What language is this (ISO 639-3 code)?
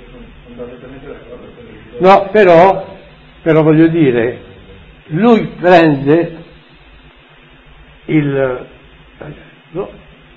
ita